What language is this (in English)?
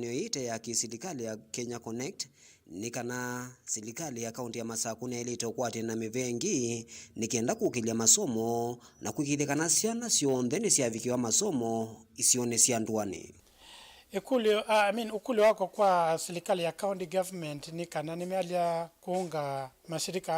Kamba